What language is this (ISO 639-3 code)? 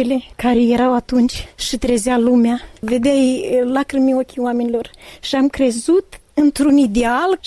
ron